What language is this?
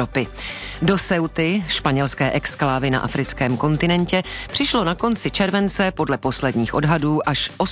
Czech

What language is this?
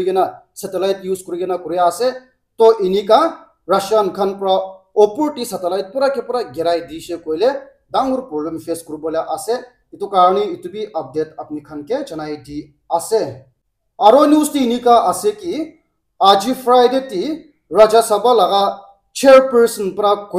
Naga Pidgin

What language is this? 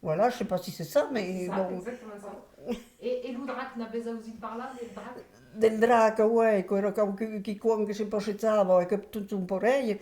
Occitan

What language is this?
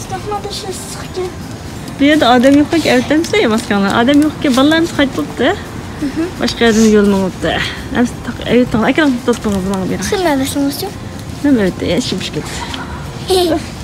Uyghur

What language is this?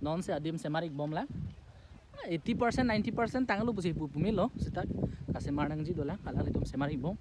Karbi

